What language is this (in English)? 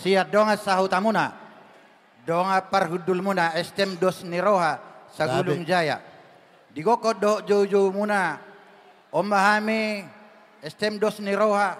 Batak Toba